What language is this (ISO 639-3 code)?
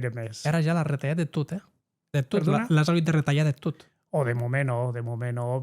oci